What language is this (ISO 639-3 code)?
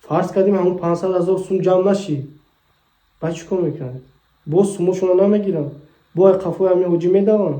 tgk